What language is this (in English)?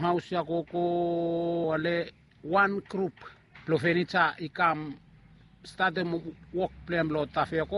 Bislama